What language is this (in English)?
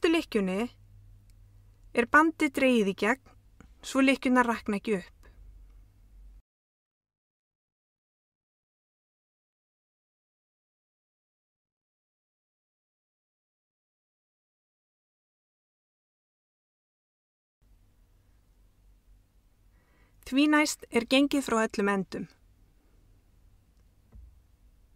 Icelandic